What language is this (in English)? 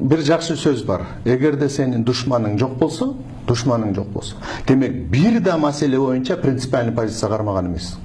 Kyrgyz